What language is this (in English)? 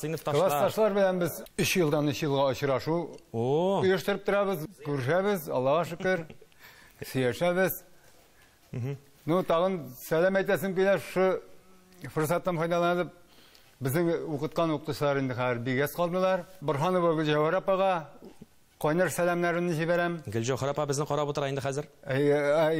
Tatar